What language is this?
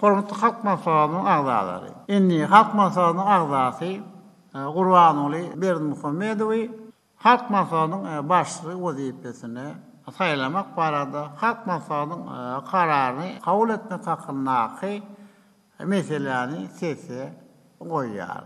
Turkmen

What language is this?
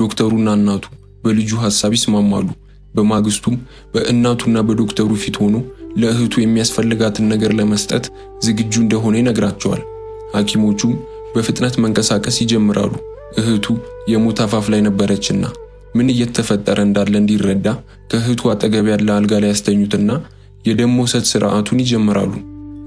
Amharic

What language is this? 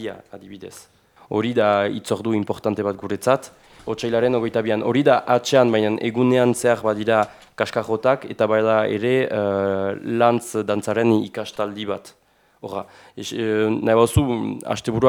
Basque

